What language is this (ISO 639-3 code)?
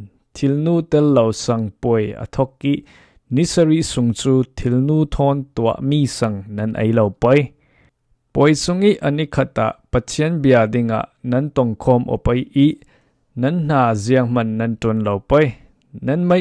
cfm